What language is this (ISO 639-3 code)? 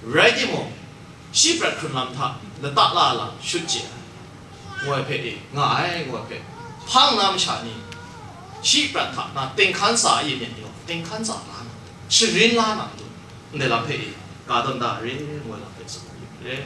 kac